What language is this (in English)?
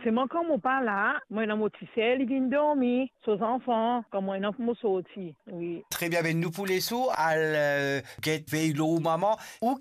Morisyen